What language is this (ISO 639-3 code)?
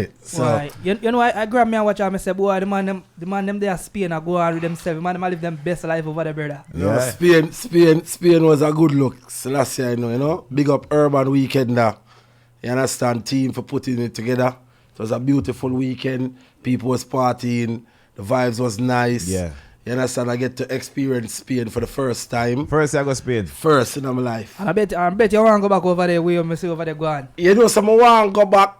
jam